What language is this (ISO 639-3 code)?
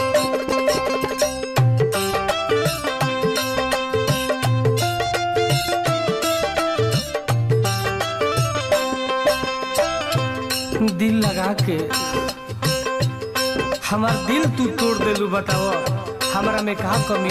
bho